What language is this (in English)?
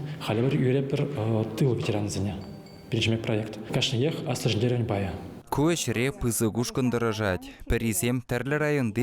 Chuvash